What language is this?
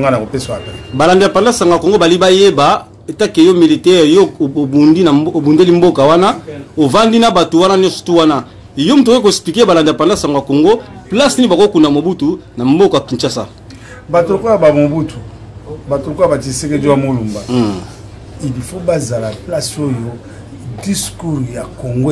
Lingala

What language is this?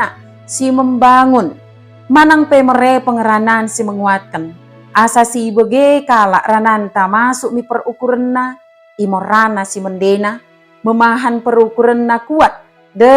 Batak Dairi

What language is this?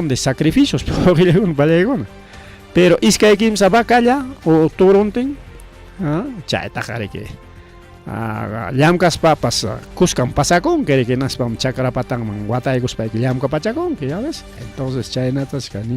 Ayacucho Quechua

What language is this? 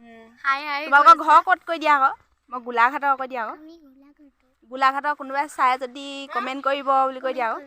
Assamese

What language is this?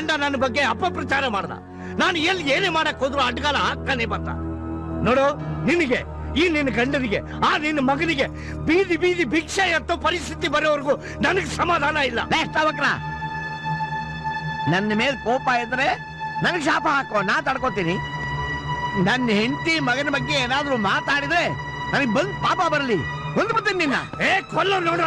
Kannada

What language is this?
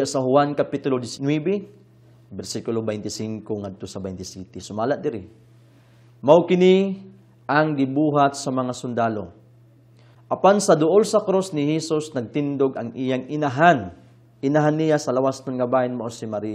Cebuano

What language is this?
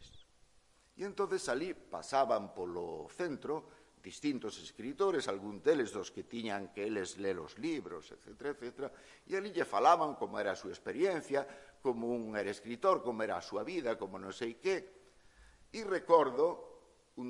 Galician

